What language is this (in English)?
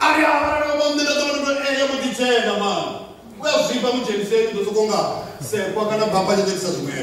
Venda